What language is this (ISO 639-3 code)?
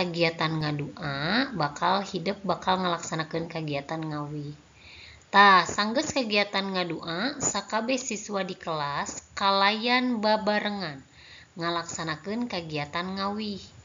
sun